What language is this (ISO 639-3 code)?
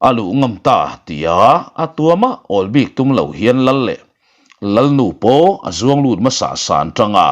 lus